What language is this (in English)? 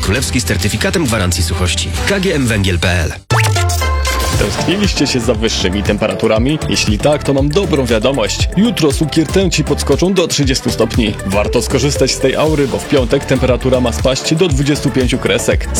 Polish